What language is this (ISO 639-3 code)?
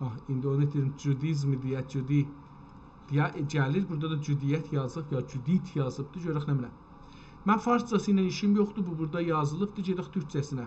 azb